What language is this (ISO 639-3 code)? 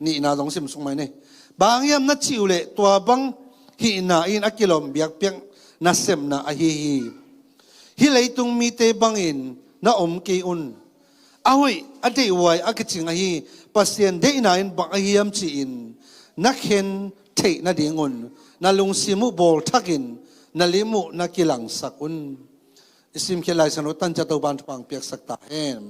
ctd